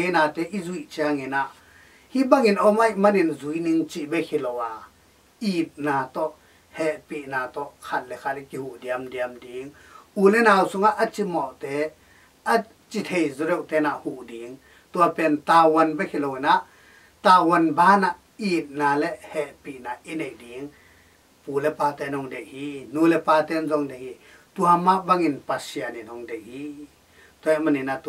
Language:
Tedim Chin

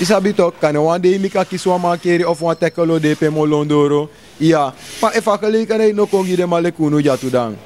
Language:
Sranan Tongo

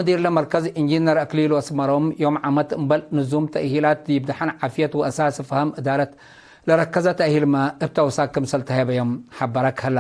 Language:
Tigre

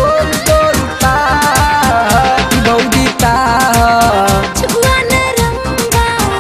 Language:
Bhojpuri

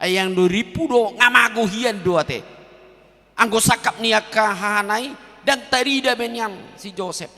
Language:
Batak Toba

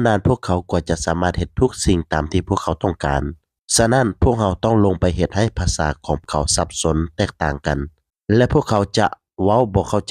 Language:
Lao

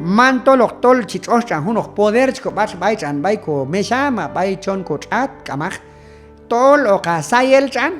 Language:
Q'anjob'al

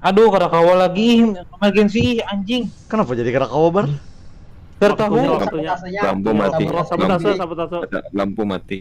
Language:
Banjar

